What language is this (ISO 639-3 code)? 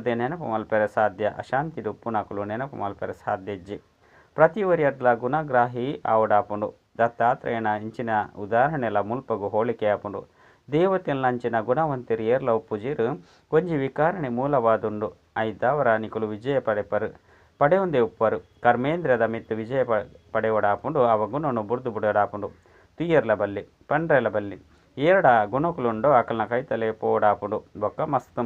tcy